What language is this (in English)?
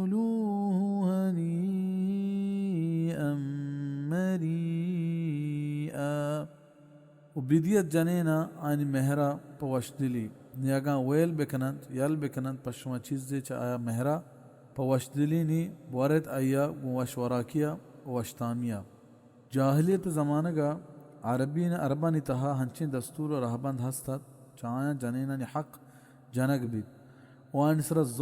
Baluchi